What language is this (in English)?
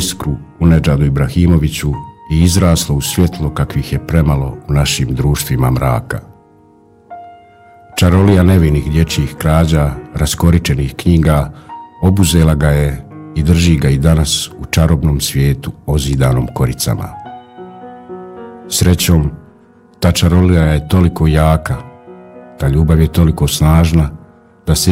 Bosnian